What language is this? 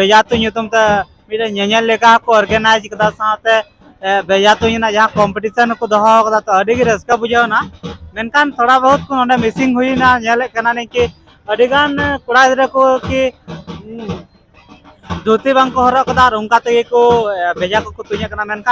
Santali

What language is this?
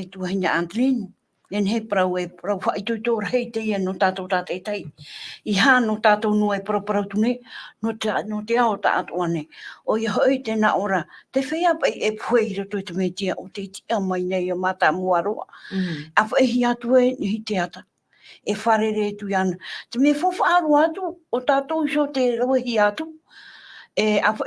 Tahitian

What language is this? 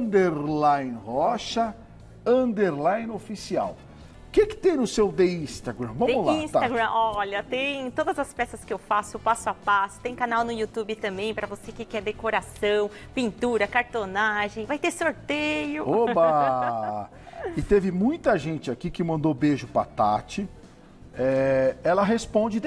Portuguese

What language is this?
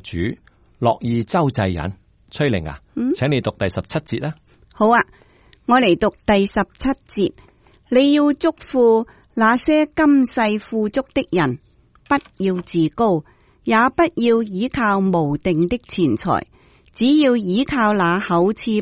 Cantonese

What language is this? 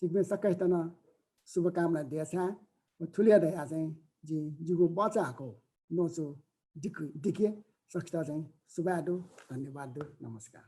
Newari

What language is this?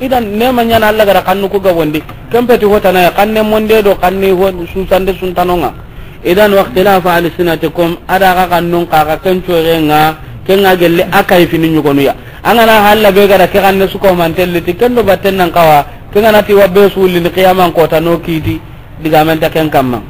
Soninke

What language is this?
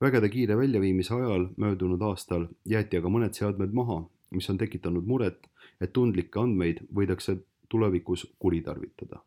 Estonian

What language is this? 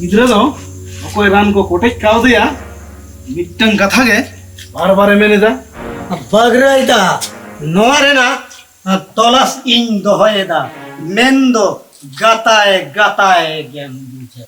Santali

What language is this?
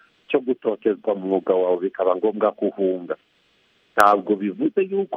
Kinyarwanda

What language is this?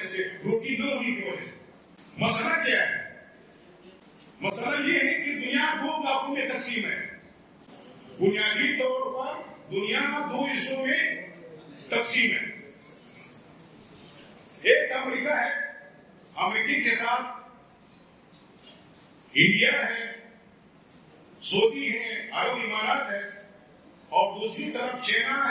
Urdu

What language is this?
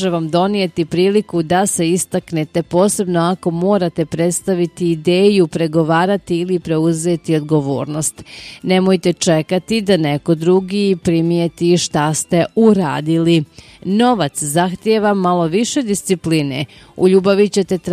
Bosnian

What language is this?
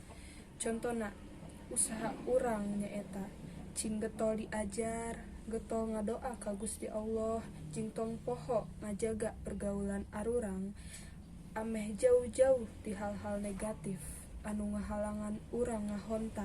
Sundanese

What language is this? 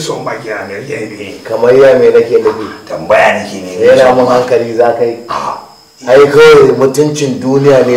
Hausa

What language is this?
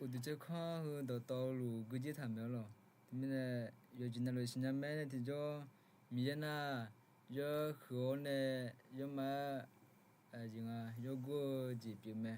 Akha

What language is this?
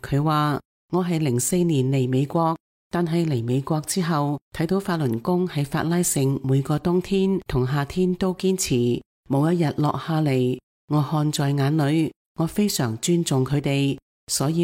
Cantonese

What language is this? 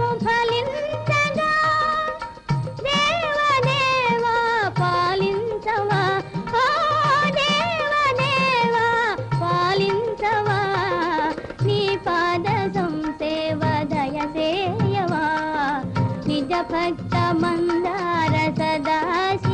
Telugu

